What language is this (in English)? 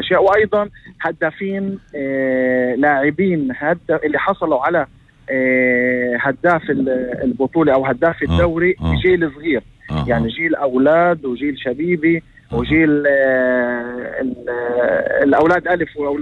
North Levantine Arabic